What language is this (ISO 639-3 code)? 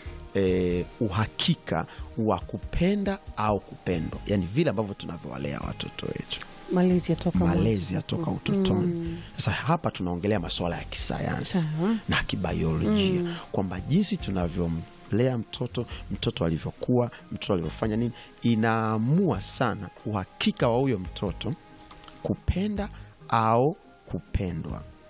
swa